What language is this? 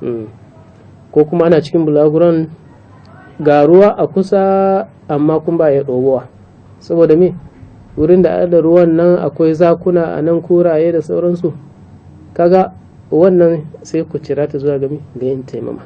Hausa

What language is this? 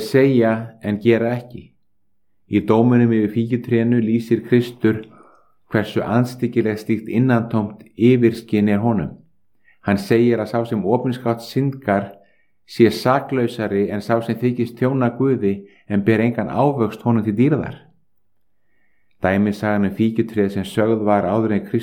Icelandic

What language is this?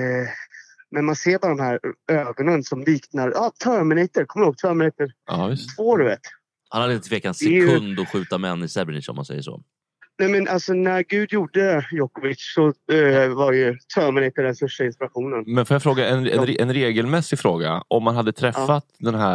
Swedish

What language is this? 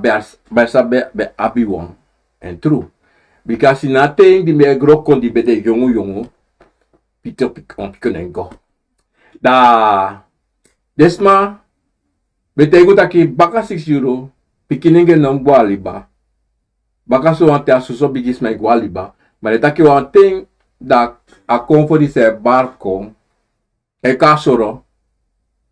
Sranan Tongo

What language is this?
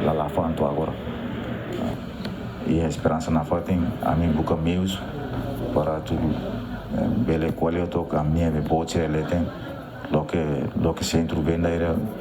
Tetum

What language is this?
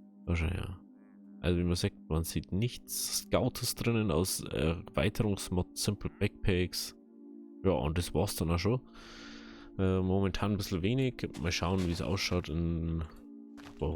Bavarian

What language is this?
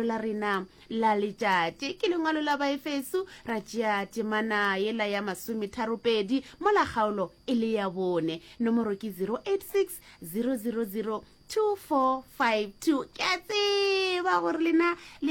Northern Sotho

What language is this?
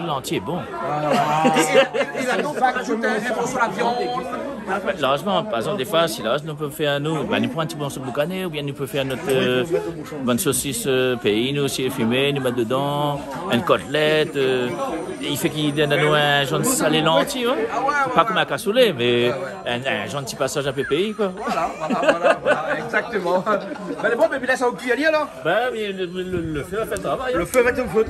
Réunion Creole French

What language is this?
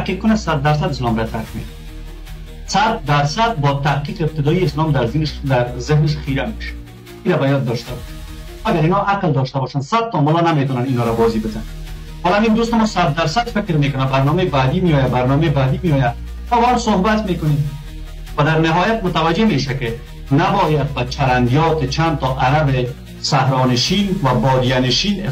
Persian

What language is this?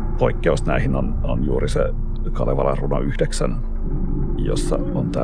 Finnish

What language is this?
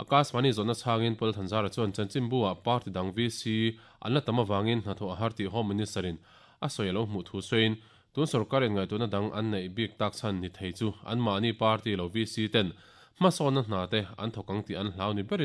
Mizo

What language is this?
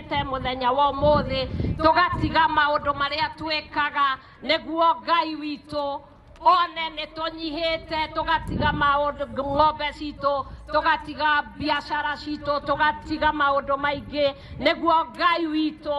Kikuyu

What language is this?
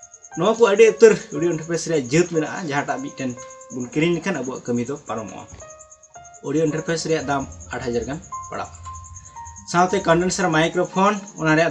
Santali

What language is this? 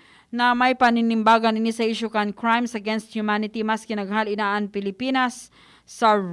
Bikol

